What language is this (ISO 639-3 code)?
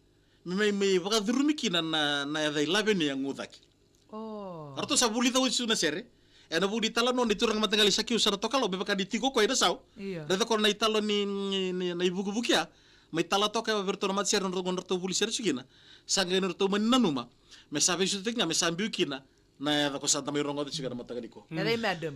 fij